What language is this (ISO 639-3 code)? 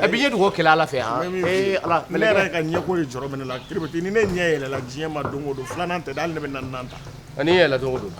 bam